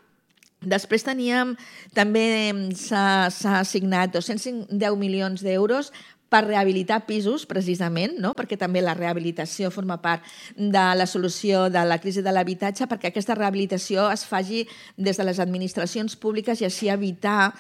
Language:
Catalan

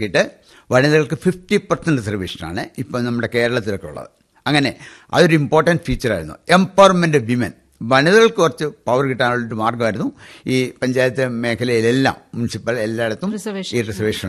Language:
Malayalam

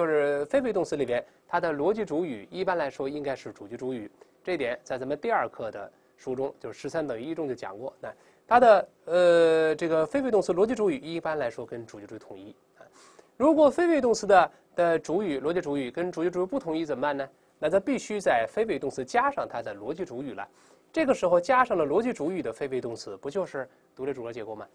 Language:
Chinese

